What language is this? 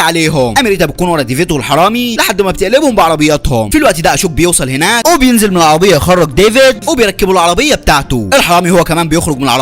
Egyptian Arabic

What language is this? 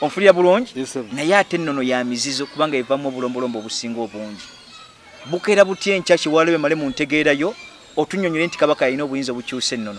Ganda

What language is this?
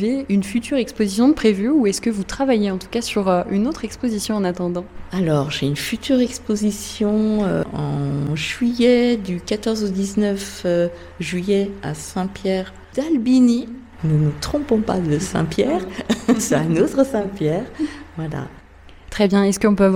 French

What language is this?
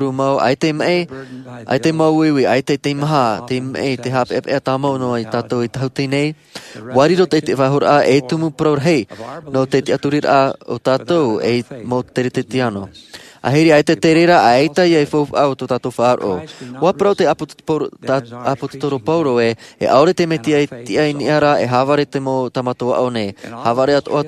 Tahitian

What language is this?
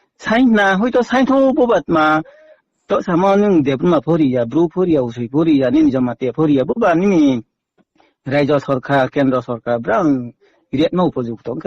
Riang (India)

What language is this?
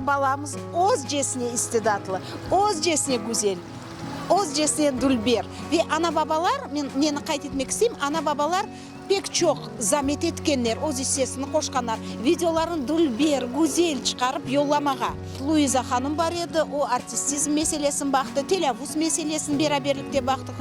Crimean Tatar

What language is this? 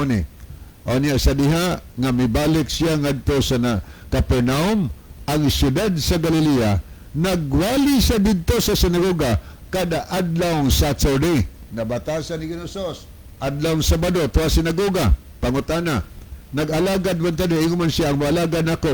Cebuano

